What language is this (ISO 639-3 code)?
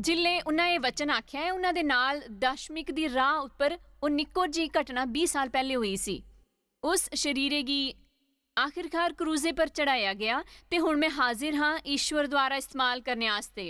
doi